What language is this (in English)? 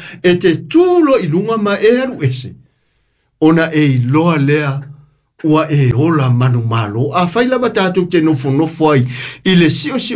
Samoan